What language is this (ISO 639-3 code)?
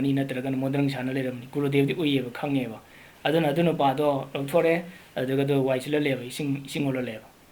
mni